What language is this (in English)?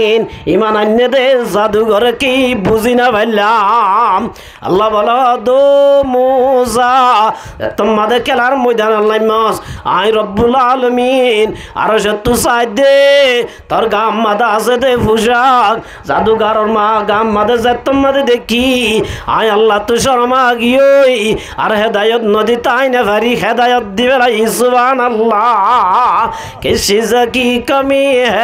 Rohingya